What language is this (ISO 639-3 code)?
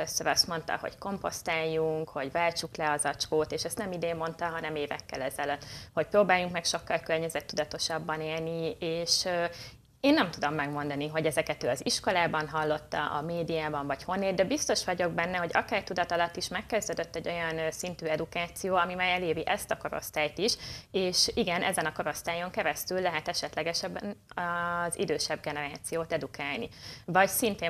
hun